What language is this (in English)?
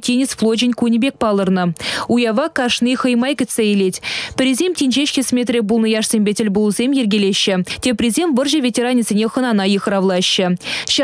Chuvash